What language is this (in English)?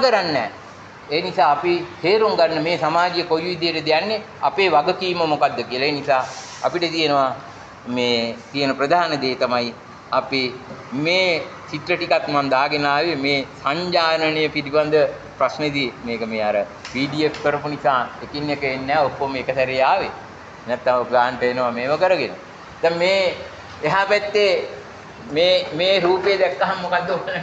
Sinhala